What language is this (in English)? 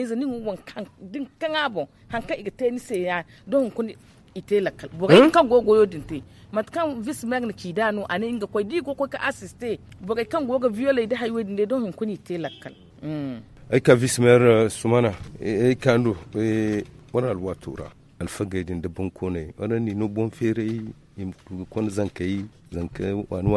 Zarma